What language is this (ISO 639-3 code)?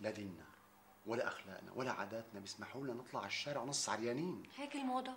apc